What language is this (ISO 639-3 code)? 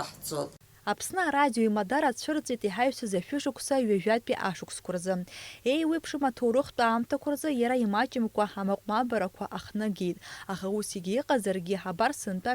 abk